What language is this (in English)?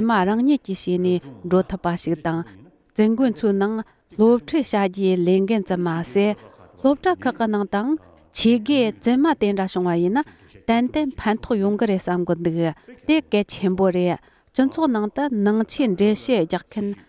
Tibetan